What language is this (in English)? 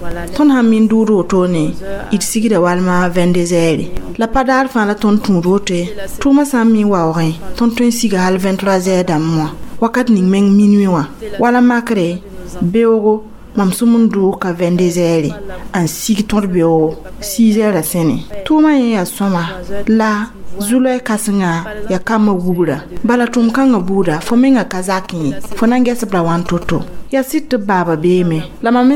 Mossi